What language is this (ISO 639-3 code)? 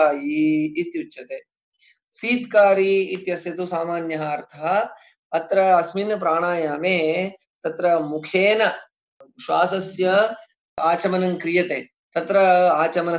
san